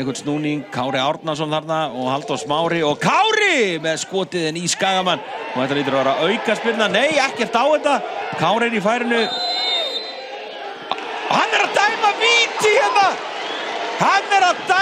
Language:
Icelandic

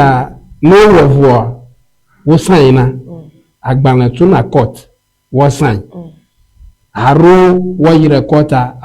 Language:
Ewe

